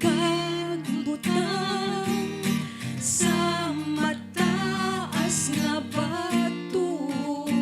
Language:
Hiligaynon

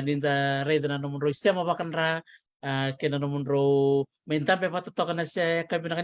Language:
Fijian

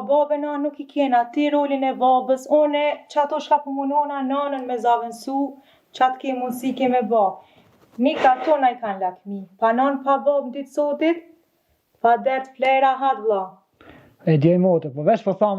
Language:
Albanian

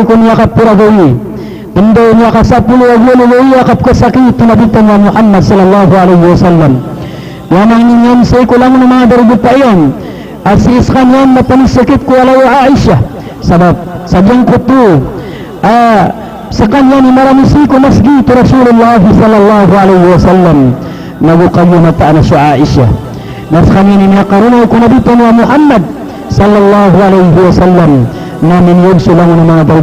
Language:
Maranao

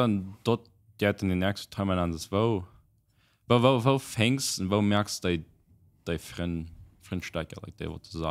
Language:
Plautdietsch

